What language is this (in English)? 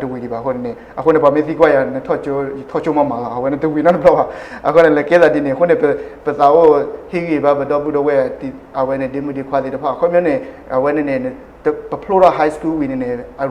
S'gaw Karen